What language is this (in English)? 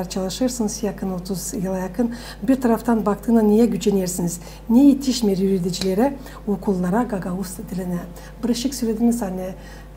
Gagauz